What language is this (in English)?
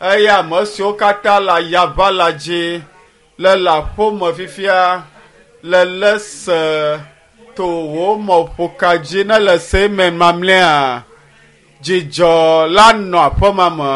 Ewe